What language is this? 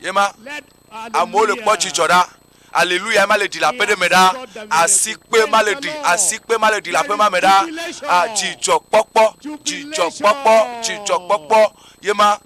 Ewe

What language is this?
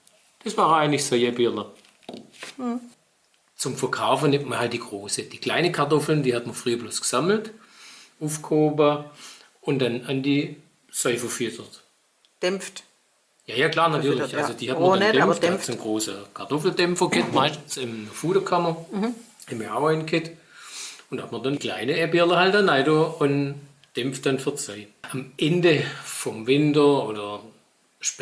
Swabian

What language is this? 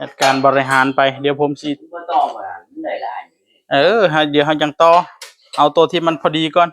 Northeastern Thai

